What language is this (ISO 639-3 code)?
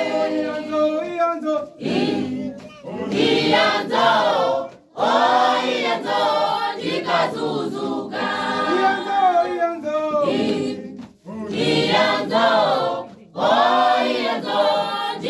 swa